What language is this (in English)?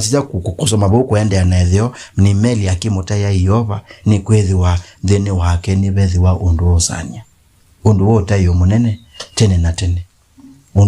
Kamba